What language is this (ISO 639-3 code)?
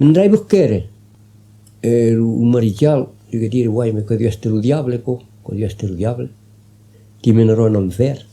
oci